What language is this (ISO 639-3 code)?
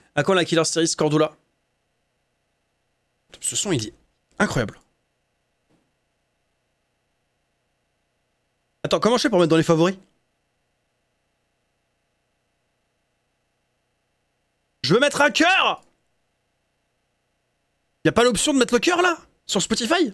fra